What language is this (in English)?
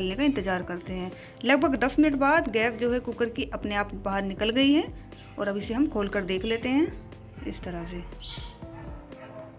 Hindi